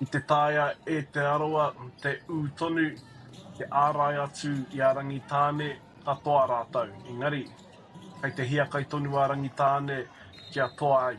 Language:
Māori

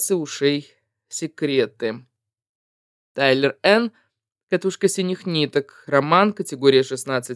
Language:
Russian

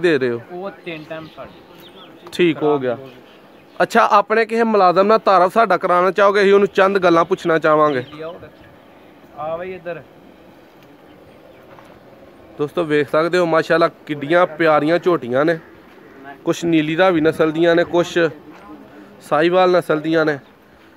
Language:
Punjabi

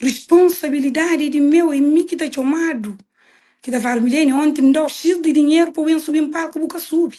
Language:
Kabuverdianu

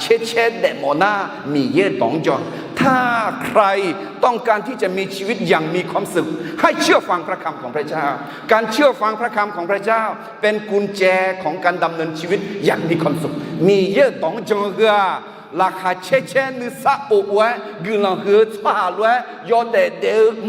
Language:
Akha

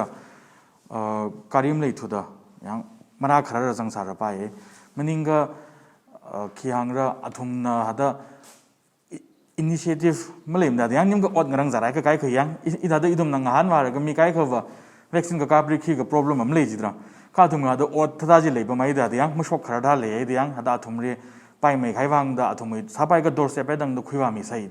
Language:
Tangkhul Naga (India)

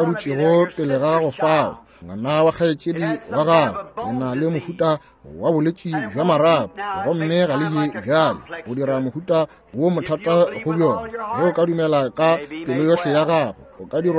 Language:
Northern Sotho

